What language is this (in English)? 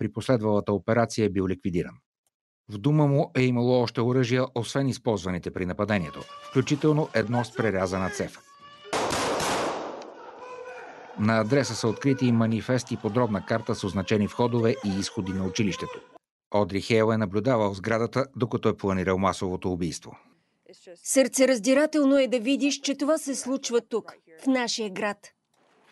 Bulgarian